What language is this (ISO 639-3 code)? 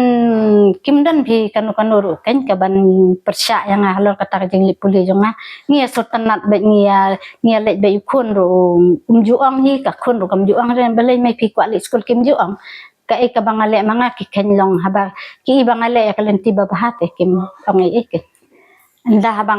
kha